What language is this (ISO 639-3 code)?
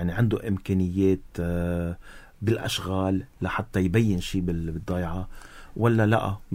apc